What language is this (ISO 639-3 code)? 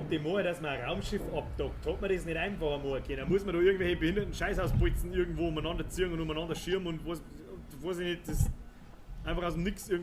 bar